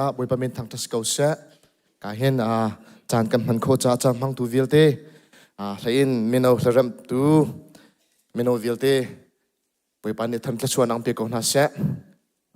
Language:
Hakha Chin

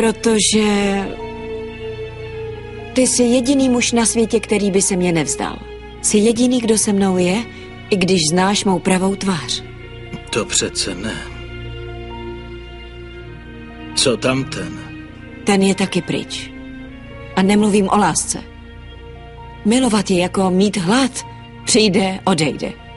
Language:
Czech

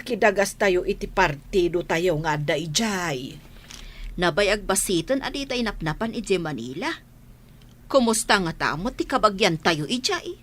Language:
Iloko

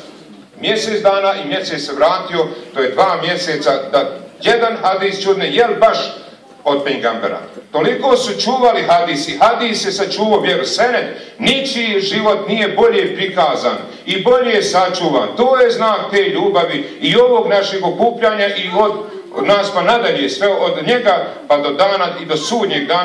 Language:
Bosnian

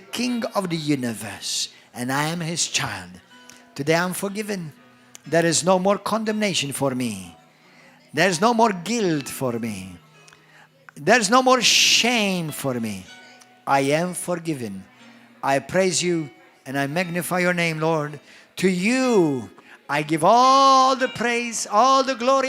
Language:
English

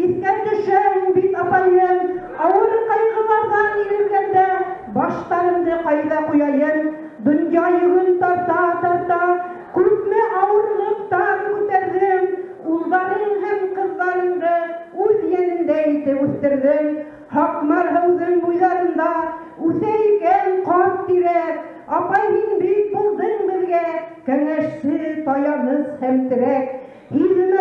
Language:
Bashkir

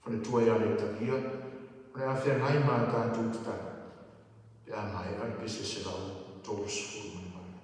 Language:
Samoan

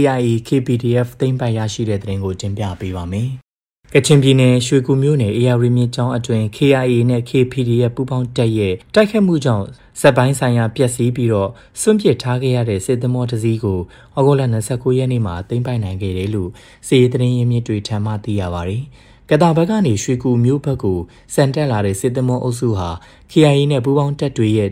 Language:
Burmese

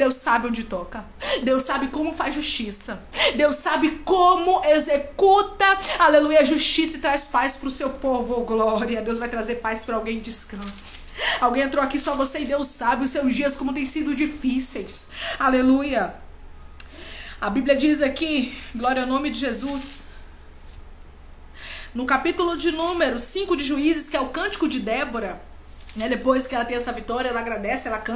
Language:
Portuguese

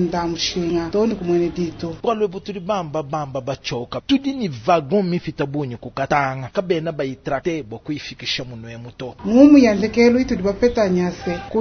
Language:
Luba-Lulua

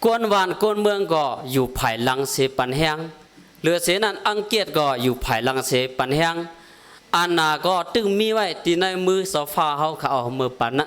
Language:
Shan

